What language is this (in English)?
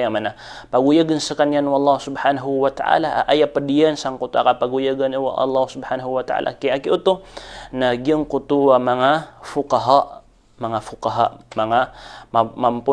Maranao